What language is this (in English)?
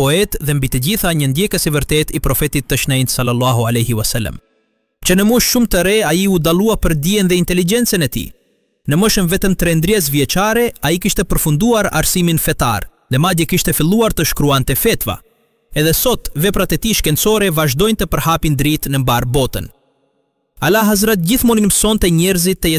Albanian